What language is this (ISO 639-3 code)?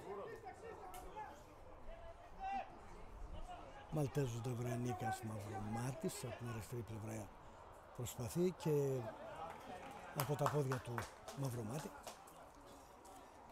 ell